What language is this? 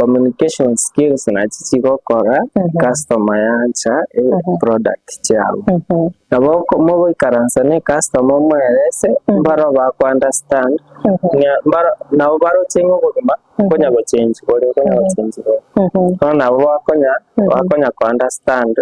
Gusii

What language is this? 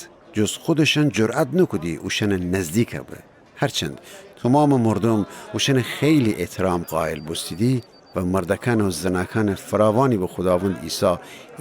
Gilaki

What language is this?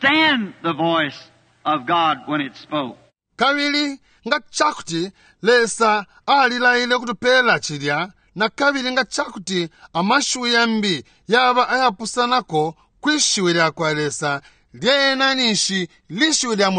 Bemba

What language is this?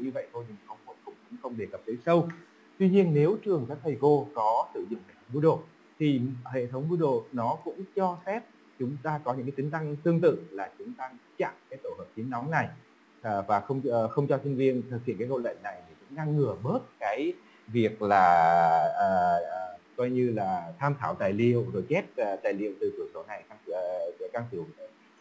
Vietnamese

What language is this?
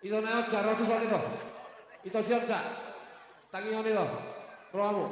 Batak Toba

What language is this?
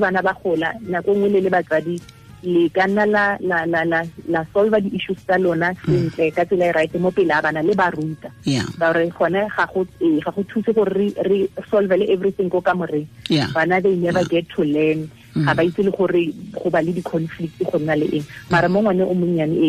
Tswana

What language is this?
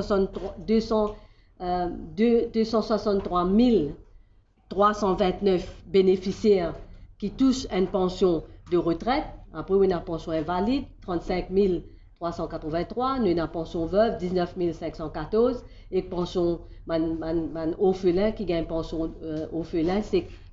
Morisyen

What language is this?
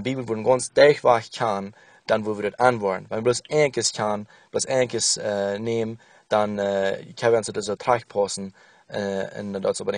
Plautdietsch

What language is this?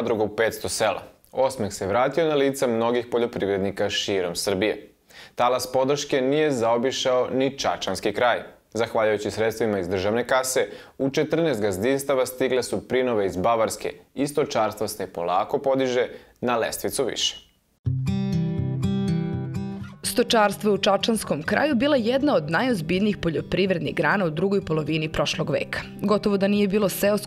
Serbian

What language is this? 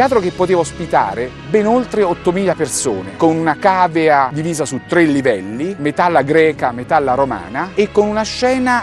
Italian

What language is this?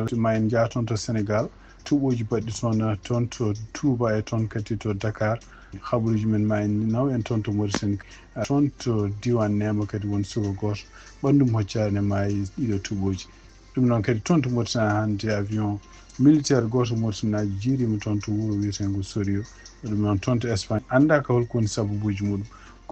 Fula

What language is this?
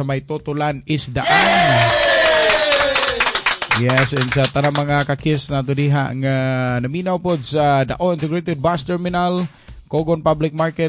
Cebuano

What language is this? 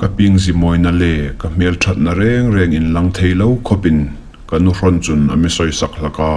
Hmar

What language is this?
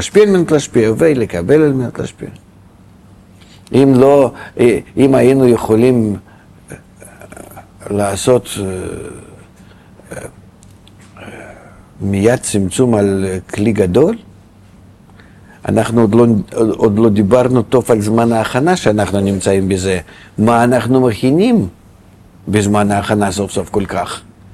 Hebrew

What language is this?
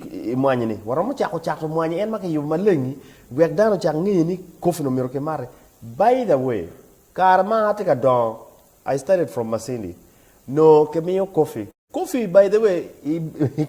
Acoli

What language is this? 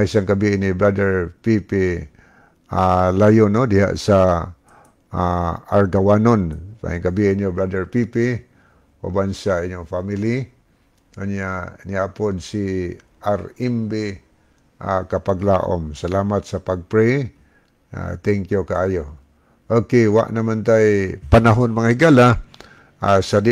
Cebuano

